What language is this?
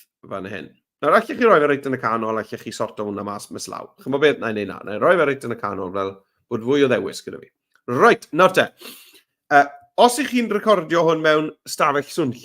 Welsh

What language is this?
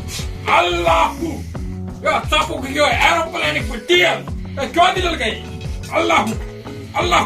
Kashmiri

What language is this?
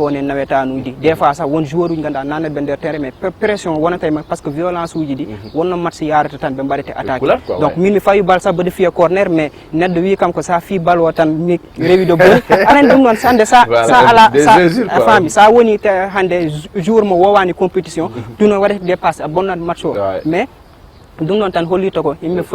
Fula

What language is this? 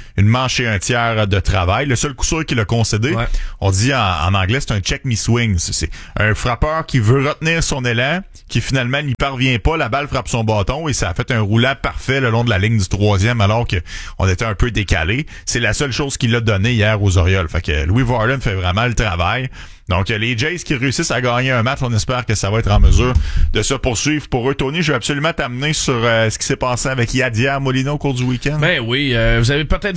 French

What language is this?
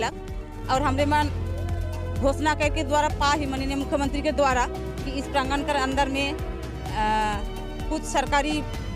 Sadri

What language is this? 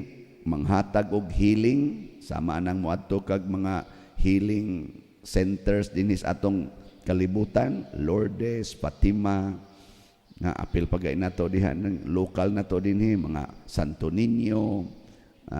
Cebuano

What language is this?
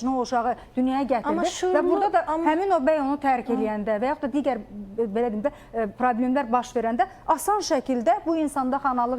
Azerbaijani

